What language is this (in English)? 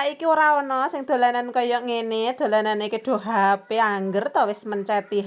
Javanese